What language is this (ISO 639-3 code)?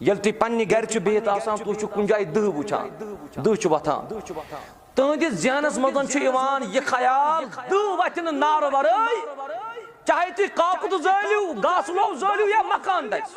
kas